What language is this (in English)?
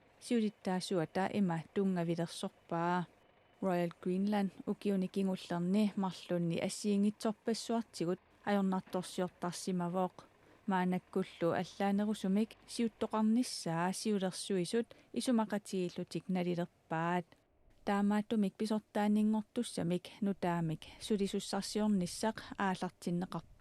Kalaallisut